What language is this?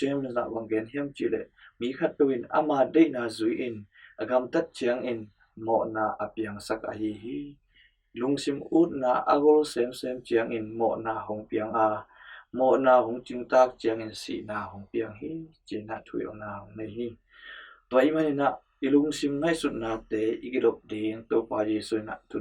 Tedim Chin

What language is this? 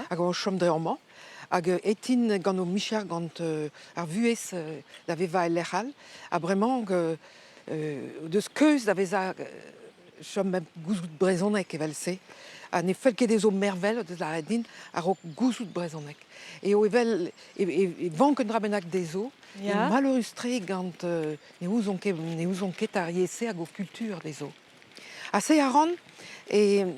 Breton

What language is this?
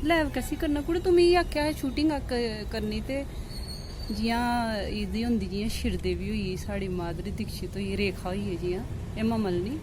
Dogri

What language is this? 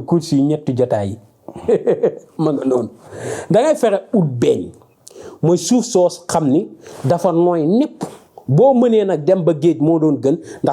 Wolof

